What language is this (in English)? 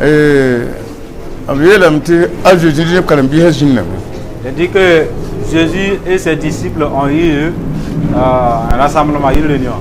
Mossi